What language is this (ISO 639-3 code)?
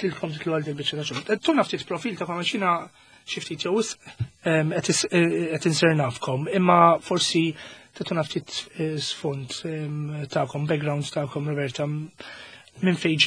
mlt